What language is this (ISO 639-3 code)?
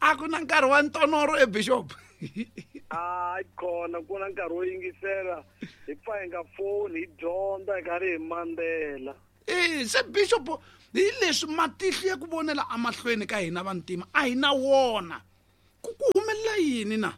tso